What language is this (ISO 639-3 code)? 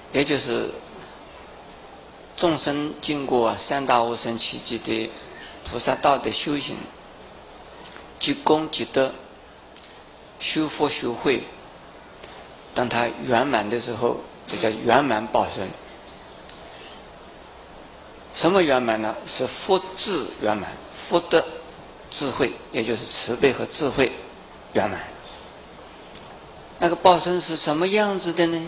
zho